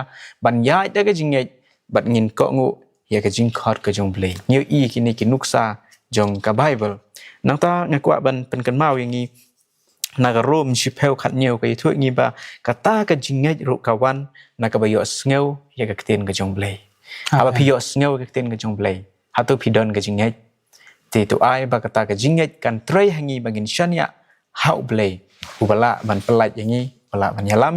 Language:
Khasi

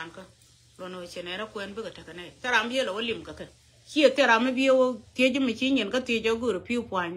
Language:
Nuer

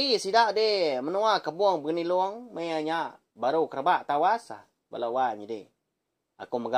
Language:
Iban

